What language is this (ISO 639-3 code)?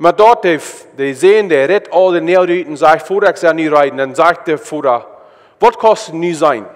pdt